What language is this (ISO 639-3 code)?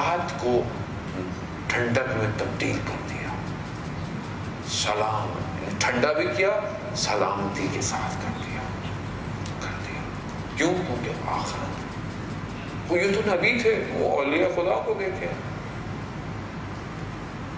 urd